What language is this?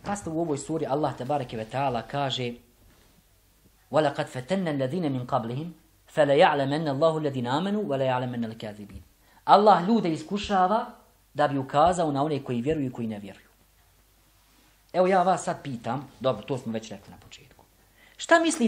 Bosnian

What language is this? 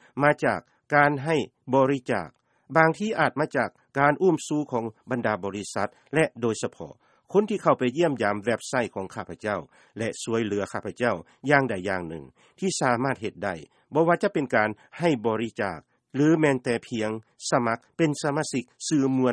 Lao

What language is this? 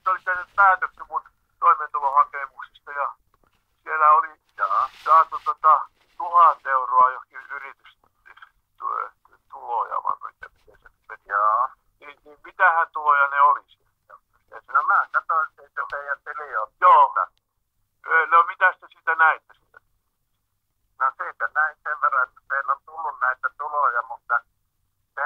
Finnish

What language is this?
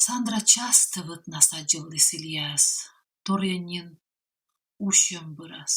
Komi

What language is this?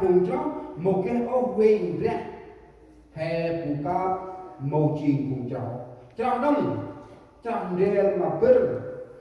Central Mnong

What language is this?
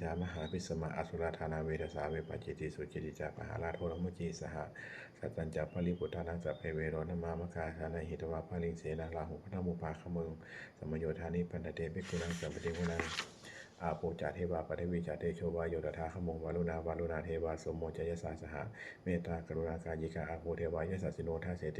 Pali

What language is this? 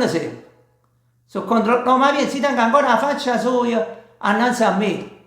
Neapolitan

